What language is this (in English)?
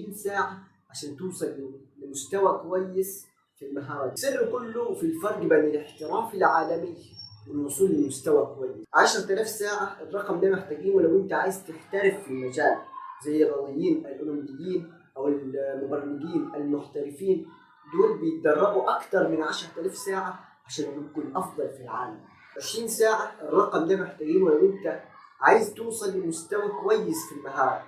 Egyptian Arabic